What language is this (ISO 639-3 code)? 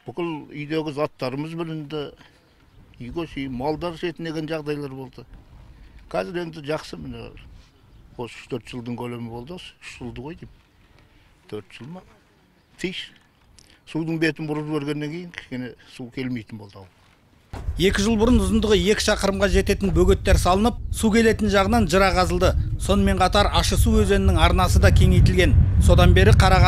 kaz